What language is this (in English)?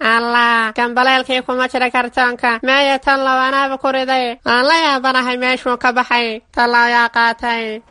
Somali